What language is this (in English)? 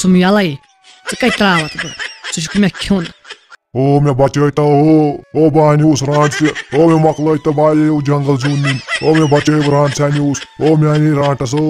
Kashmiri